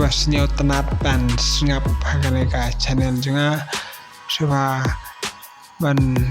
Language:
Khasi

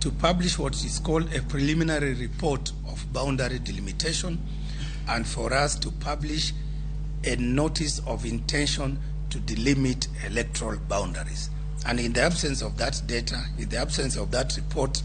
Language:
Luo (Kenya and Tanzania)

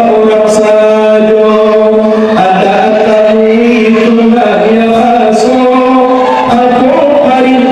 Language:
Minangkabau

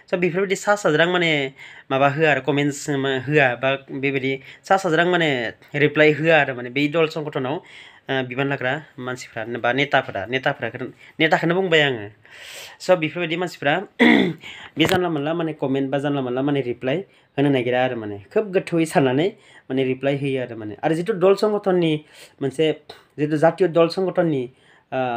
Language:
Bodo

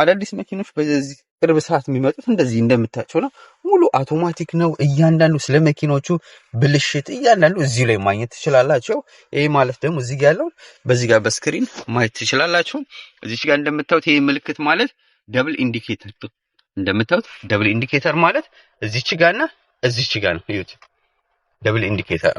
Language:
Amharic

